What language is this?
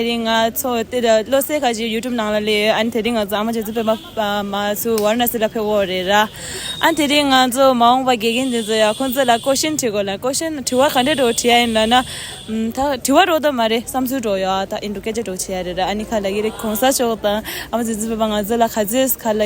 Tibetan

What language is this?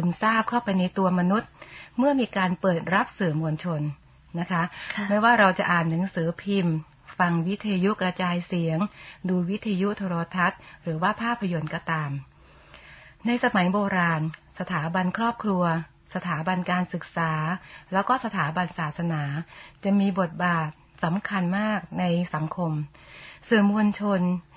Thai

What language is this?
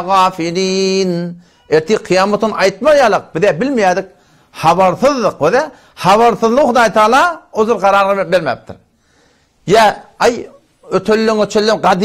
Turkmen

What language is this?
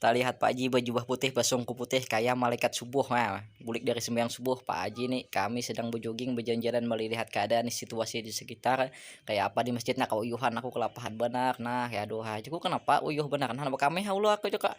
Banjar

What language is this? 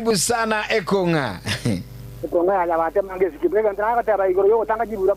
Gusii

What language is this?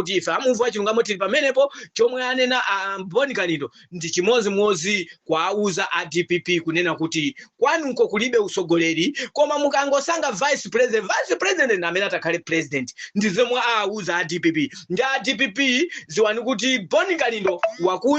Nyanja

